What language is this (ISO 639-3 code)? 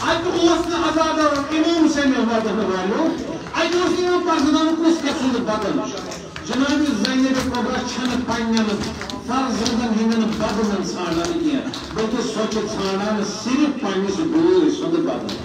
kas